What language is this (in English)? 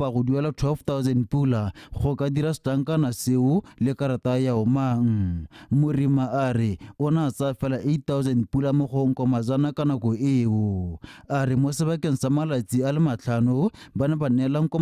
Tswana